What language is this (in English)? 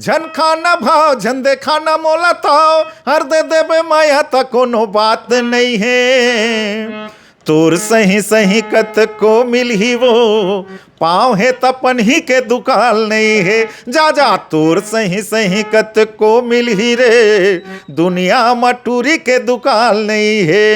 Chhattisgarhi